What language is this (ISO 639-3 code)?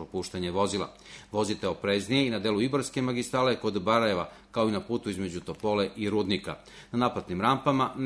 srp